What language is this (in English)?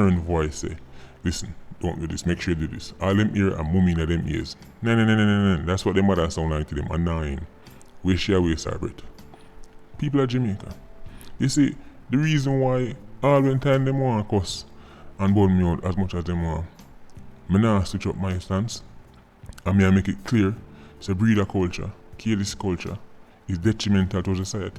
Jamaican Creole English